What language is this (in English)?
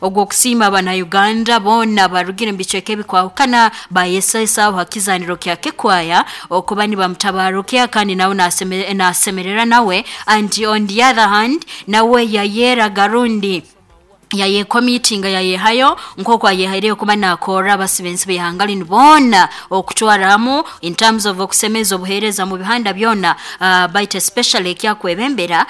Nyoro